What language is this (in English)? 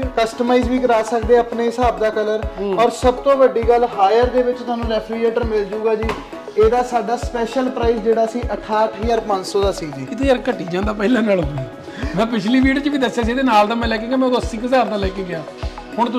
Punjabi